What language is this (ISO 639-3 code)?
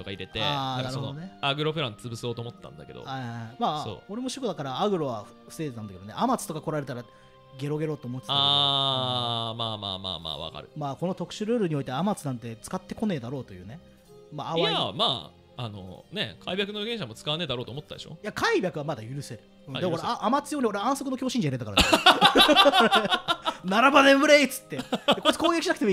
jpn